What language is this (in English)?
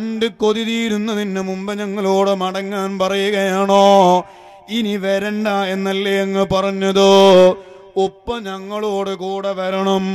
Malayalam